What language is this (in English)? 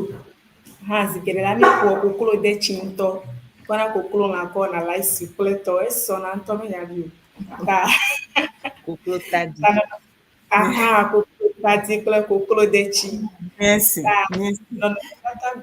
Ewe